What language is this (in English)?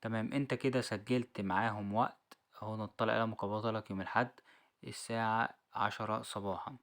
Egyptian Arabic